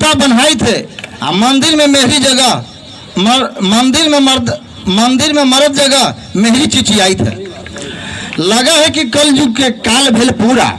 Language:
Magahi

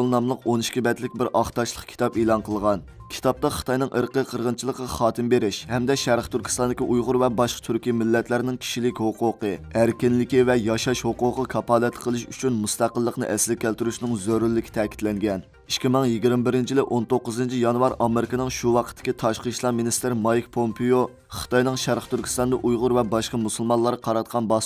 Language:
Uyghur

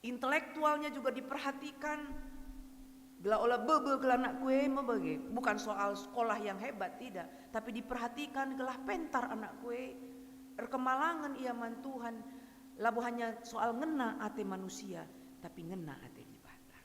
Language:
Batak Karo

